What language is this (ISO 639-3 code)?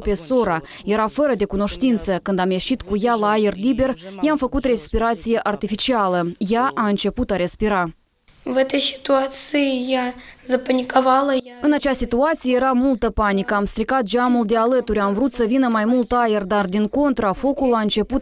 ron